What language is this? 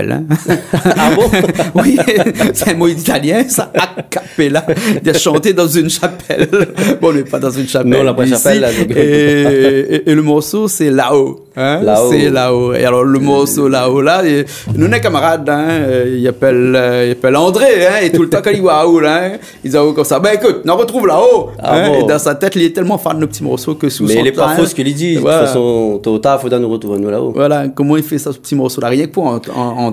Réunion Creole French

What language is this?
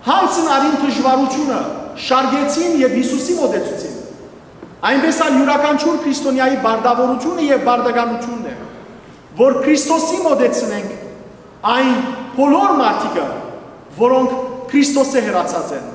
Western Armenian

